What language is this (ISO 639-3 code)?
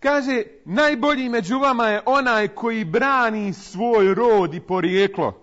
bos